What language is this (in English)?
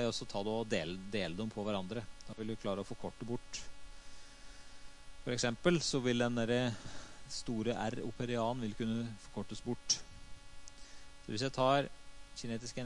Norwegian